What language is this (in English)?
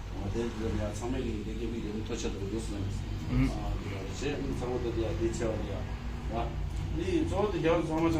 Tibetan